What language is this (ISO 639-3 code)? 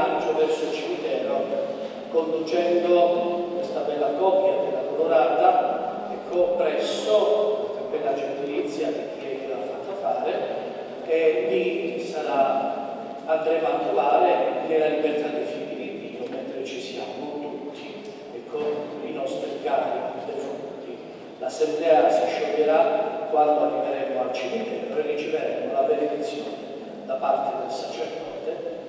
ita